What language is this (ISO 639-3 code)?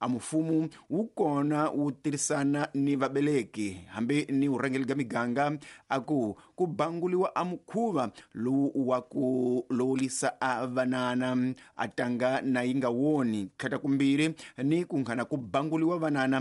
tso